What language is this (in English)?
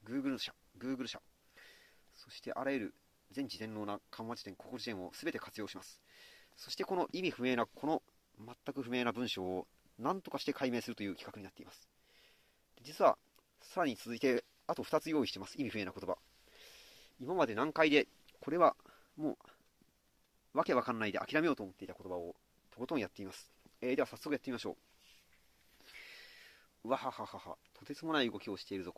Japanese